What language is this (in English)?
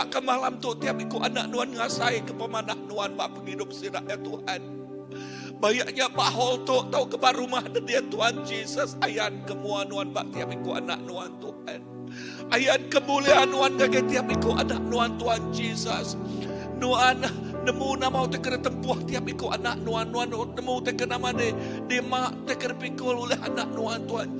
Iban